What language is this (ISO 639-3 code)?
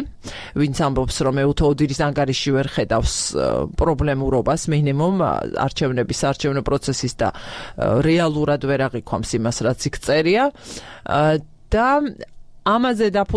kat